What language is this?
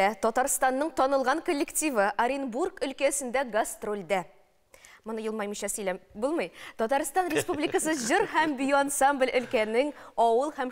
Tatar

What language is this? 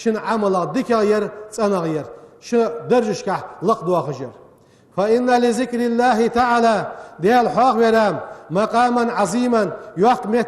Ingush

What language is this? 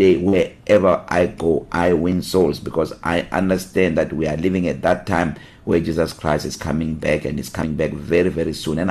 English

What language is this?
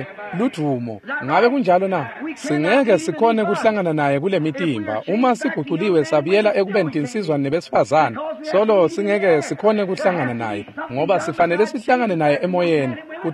Swati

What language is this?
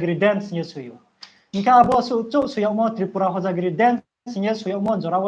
Riang (India)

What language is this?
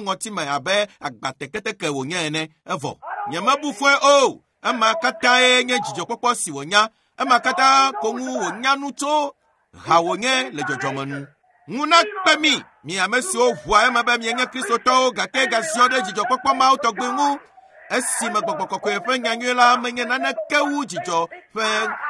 Ewe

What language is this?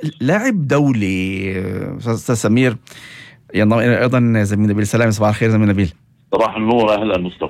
North Levantine Arabic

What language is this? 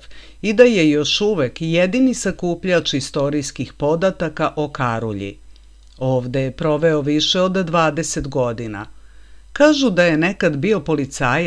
Serbian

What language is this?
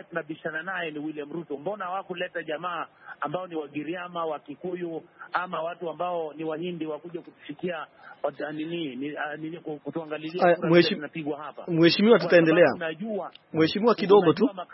Swahili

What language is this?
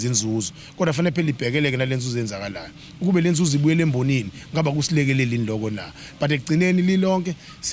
Zulu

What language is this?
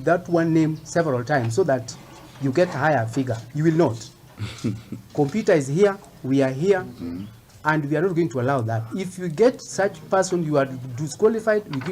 Luo (Kenya and Tanzania)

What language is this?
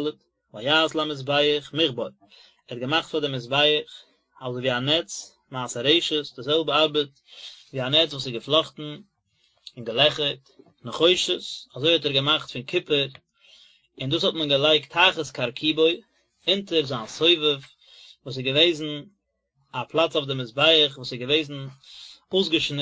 Yiddish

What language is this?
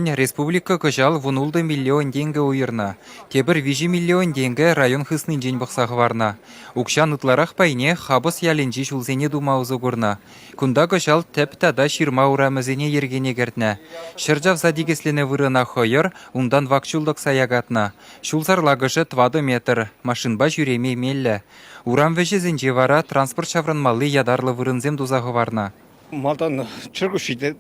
Chuvash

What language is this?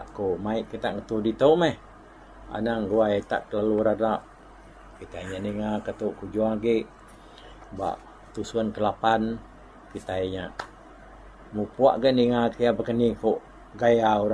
Iban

